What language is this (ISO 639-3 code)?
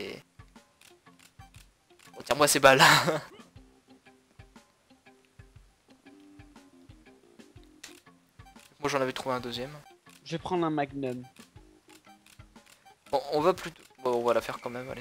fra